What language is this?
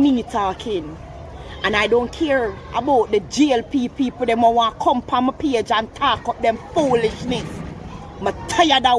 Jamaican Creole English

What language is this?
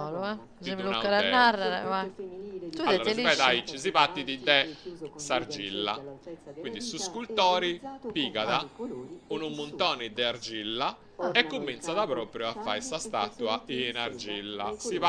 Sardinian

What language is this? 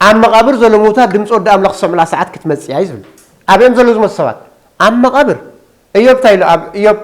Tigrinya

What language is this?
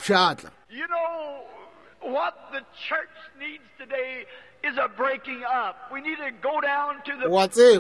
Northern Sotho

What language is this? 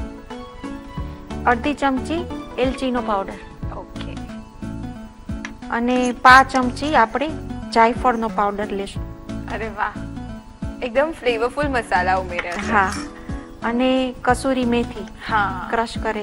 Gujarati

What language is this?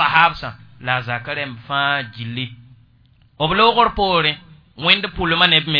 Mossi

